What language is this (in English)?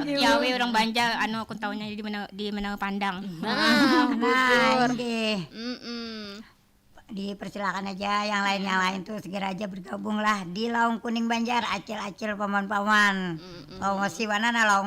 Banjar